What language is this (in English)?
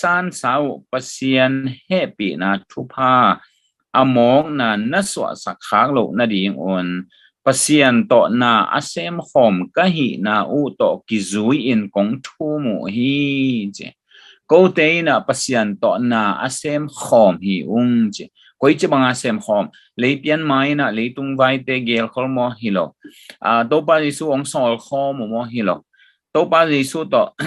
Tedim Chin